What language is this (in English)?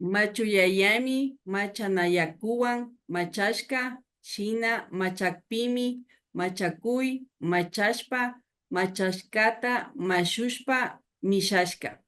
Imbabura Highland Quichua